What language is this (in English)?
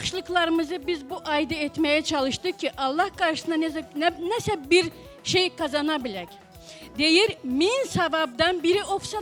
Crimean Tatar